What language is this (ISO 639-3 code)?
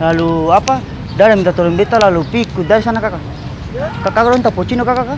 abs